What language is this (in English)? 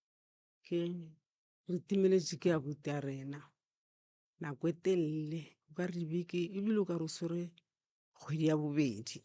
Northern Sotho